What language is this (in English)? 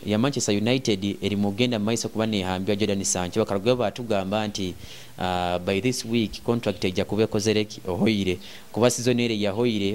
Nyoro